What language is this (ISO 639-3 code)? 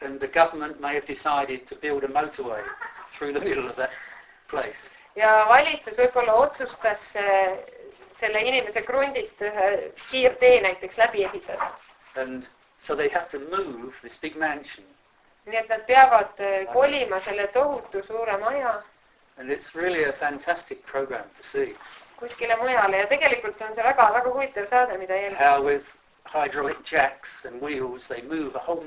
est